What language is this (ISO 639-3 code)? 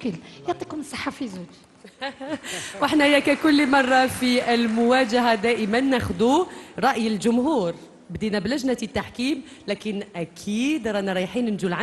arq